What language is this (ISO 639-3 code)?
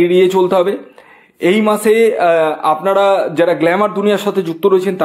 ben